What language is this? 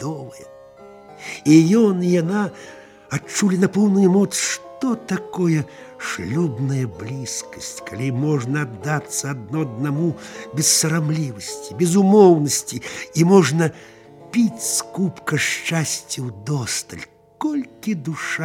Belarusian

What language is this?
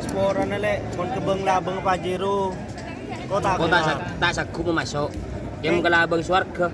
Madurese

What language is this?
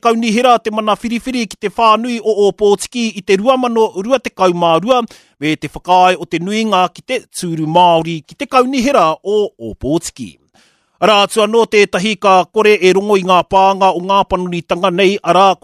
Māori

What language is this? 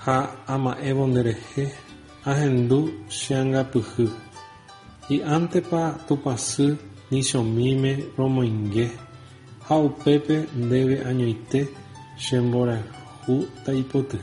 Guarani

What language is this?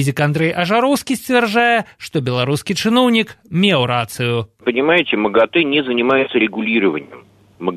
Belarusian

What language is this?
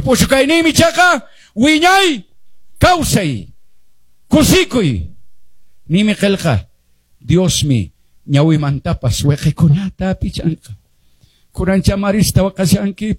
Quechua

